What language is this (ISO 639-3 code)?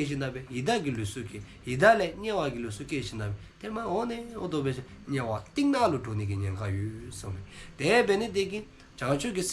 dzo